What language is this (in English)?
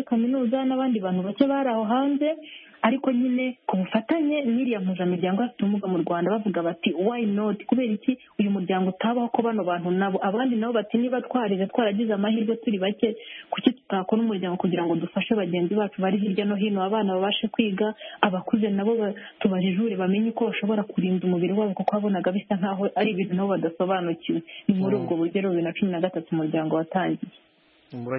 Kinyarwanda